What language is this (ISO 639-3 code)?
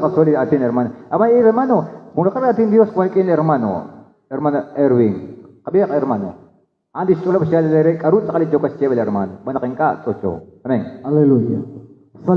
kek